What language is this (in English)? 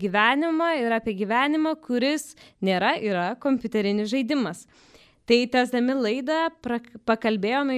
Lithuanian